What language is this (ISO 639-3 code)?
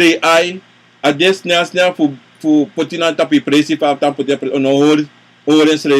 srn